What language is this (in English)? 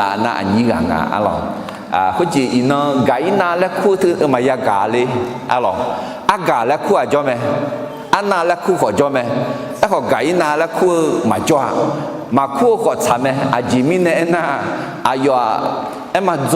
Akha